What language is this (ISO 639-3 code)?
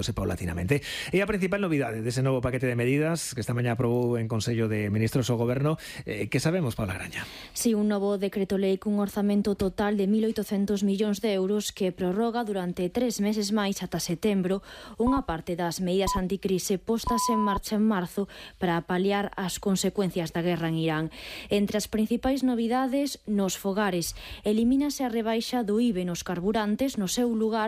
glg